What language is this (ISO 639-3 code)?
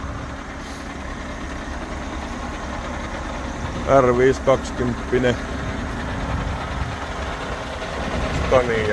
fin